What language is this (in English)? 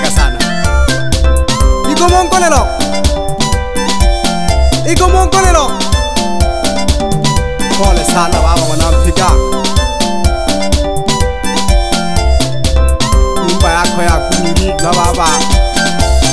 Swahili